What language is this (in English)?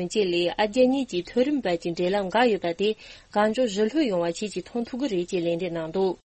Tibetan